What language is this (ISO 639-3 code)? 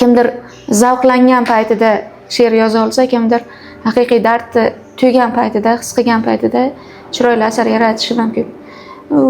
uzb